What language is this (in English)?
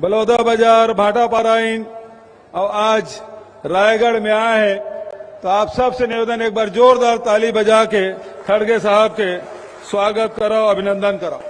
Chhattisgarhi